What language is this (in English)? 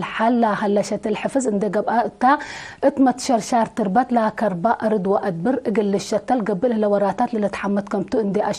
Tigre